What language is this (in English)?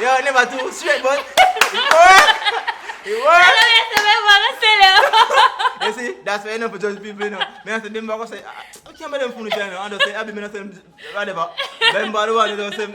Jamaican Creole English